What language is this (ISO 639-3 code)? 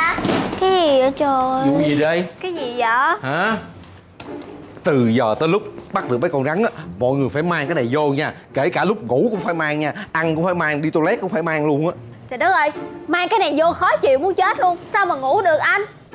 vie